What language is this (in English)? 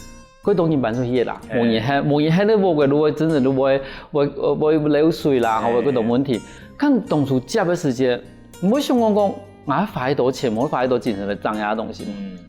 Hakka Chinese